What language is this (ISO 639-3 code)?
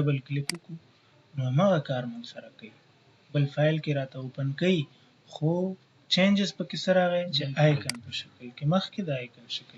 pus